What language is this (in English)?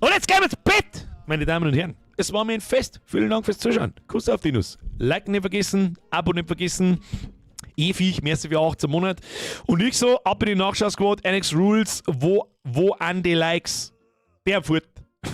Bavarian